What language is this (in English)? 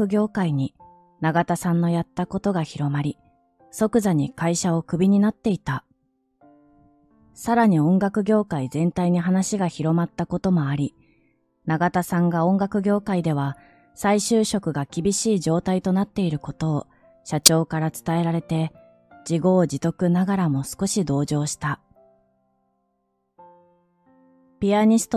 Japanese